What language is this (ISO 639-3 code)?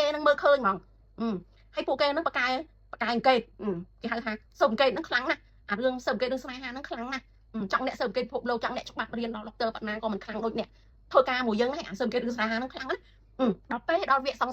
khm